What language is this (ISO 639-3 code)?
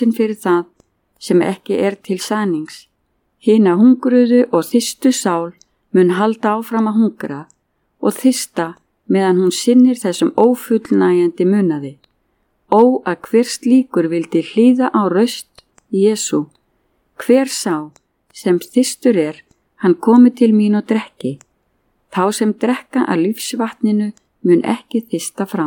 isl